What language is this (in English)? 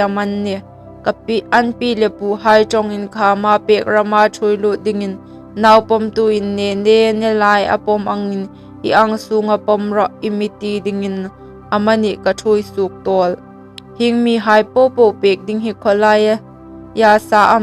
Hmar